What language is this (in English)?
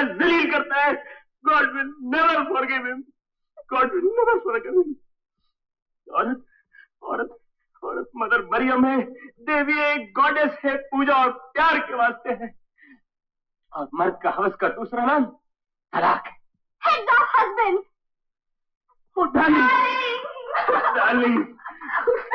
Hindi